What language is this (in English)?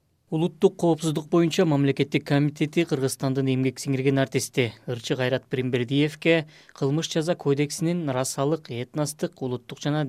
Kyrgyz